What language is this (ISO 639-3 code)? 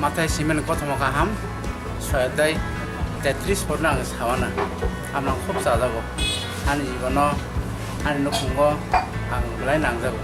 trp